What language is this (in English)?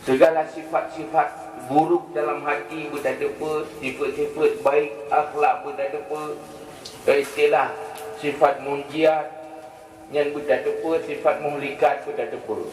Achinese